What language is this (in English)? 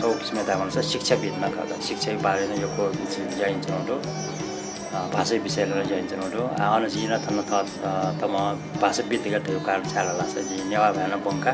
Newari